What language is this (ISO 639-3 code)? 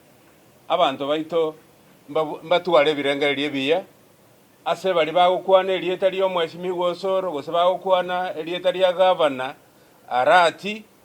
guz